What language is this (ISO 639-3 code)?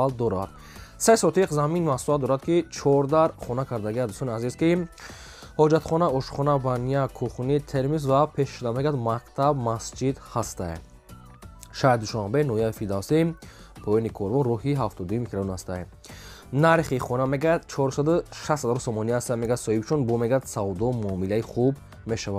tgk